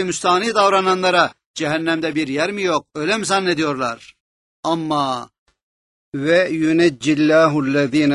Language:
Turkish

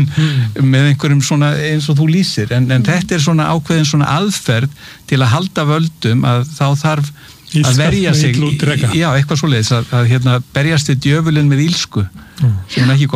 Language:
Icelandic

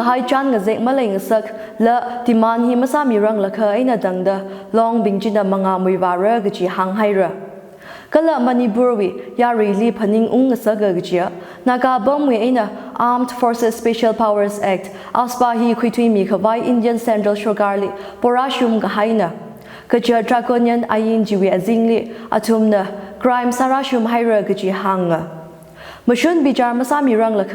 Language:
Tangkhul Naga (India)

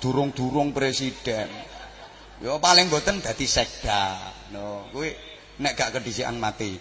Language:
Javanese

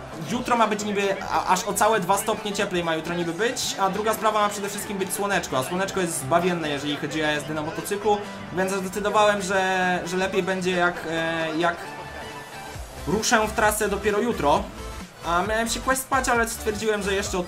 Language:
Polish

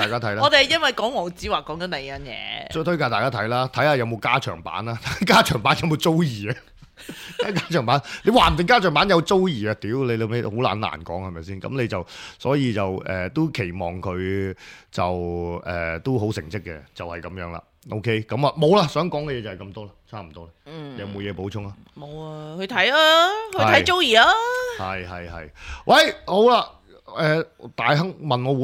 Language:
Cantonese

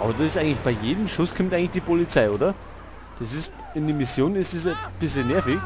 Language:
Bavarian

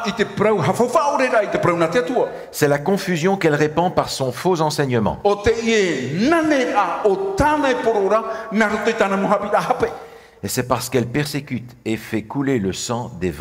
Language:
Tahitian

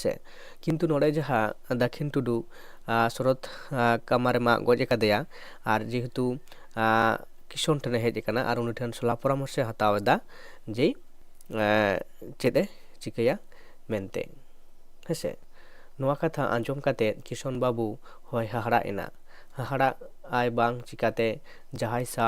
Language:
Santali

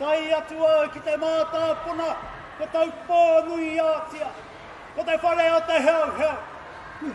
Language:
Māori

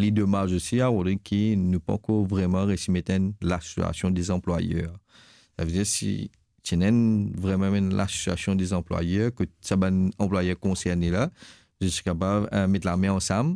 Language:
Morisyen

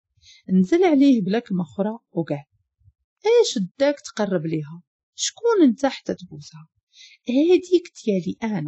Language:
Moroccan Arabic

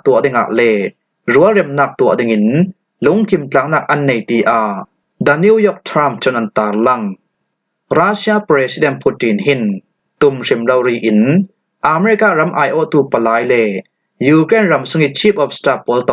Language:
Falam Chin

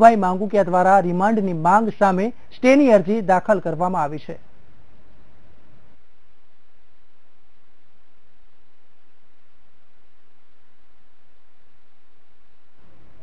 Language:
Gujarati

